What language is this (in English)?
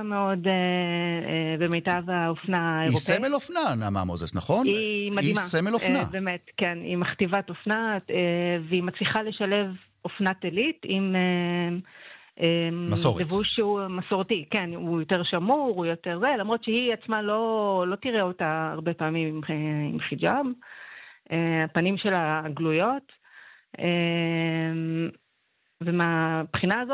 Hebrew